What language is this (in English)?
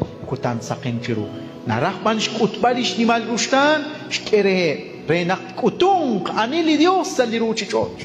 Kekchí